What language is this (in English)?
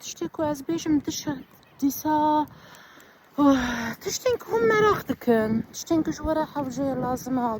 Kurdish